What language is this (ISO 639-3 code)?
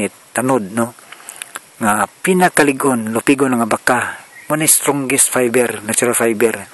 ceb